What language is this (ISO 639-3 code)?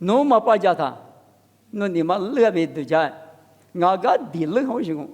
lis